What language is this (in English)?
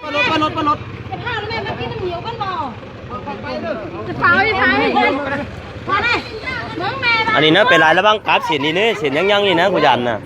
Lao